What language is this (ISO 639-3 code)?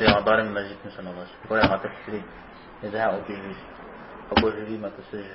kbd